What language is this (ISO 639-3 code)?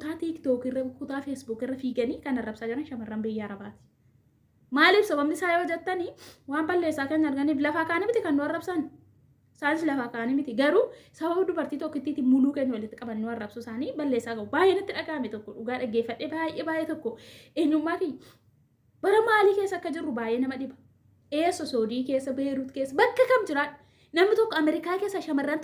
orm